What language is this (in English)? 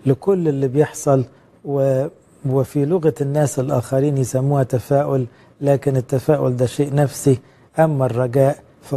Egyptian Arabic